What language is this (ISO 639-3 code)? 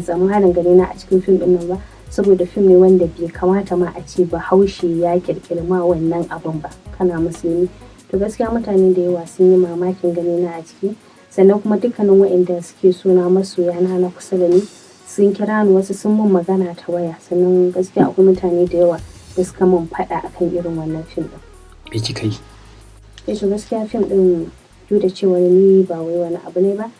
hau